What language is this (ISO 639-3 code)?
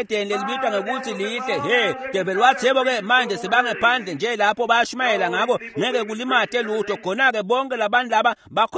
ssw